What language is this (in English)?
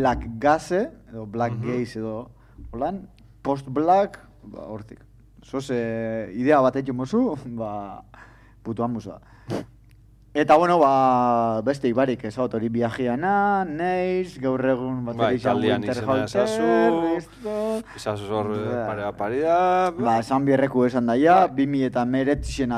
Basque